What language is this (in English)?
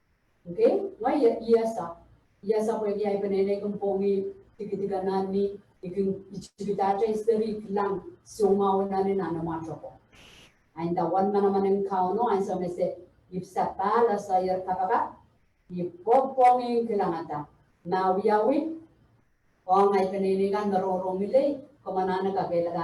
Pohnpeian